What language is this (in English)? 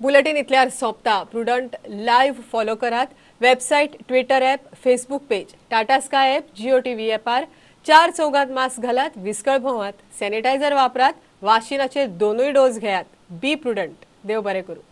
Konkani